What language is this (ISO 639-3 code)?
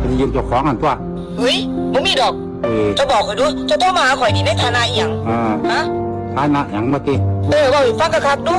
tts